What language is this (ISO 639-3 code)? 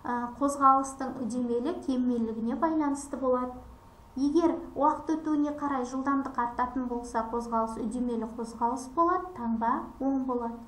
kaz